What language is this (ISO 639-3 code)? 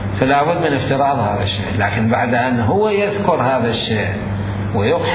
acm